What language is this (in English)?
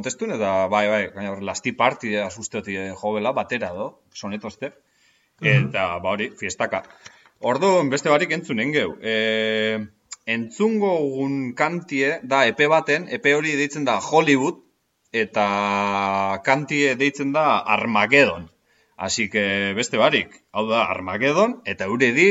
Basque